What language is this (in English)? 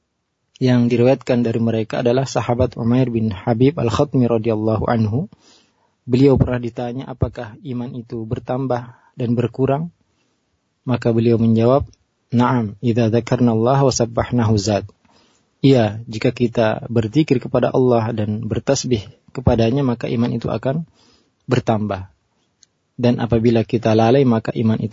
Indonesian